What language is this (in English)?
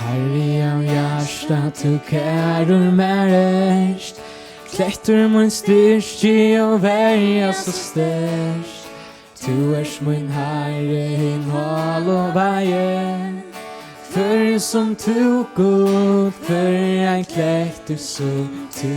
Faroese